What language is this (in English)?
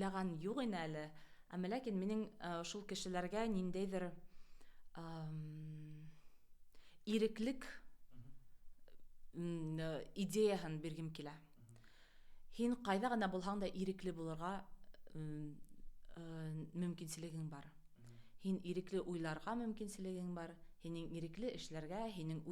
Bashkir